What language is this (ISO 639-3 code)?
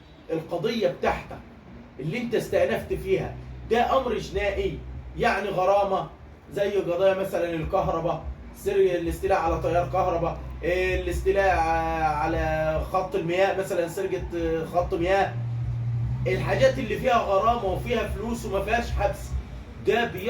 arz